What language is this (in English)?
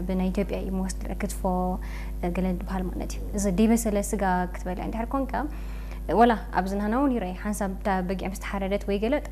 Tigrinya